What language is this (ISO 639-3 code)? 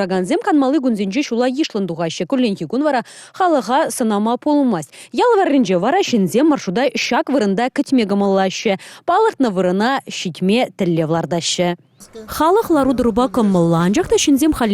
chv